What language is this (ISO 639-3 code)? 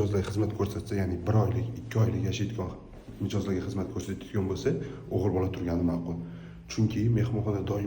uzb